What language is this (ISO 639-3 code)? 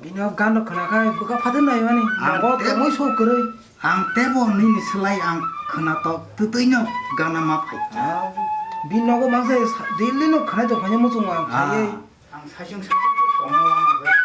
trp